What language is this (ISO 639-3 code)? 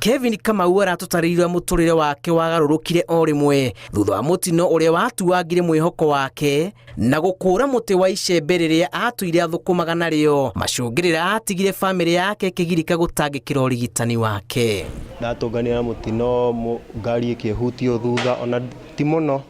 kik